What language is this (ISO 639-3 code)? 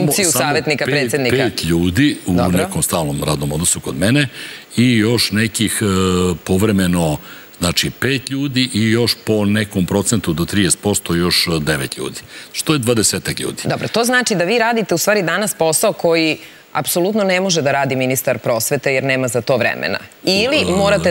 srp